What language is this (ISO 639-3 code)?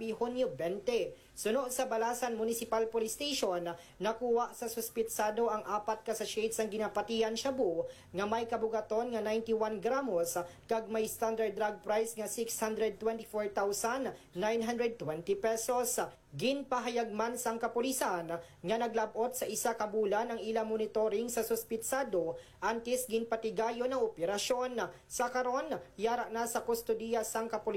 hil